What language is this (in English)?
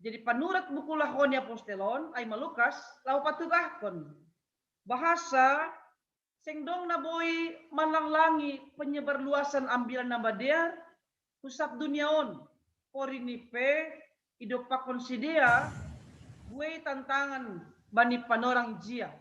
Batak Simalungun